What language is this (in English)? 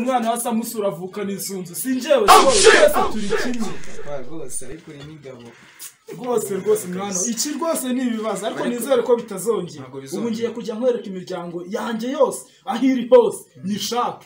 Kinyarwanda